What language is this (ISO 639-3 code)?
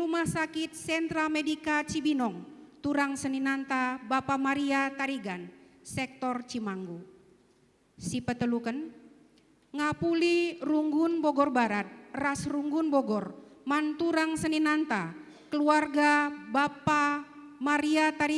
btx